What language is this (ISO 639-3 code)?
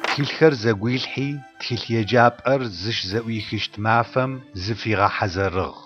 ady